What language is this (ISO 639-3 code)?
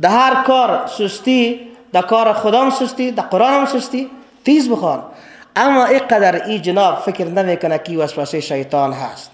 fas